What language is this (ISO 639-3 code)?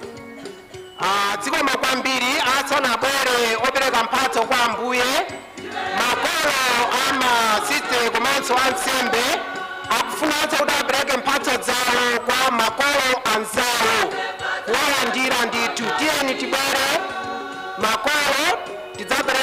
nya